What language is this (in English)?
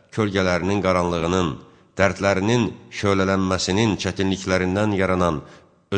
Azerbaijani